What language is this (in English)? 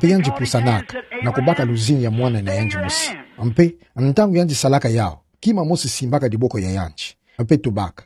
Kituba (Democratic Republic of Congo)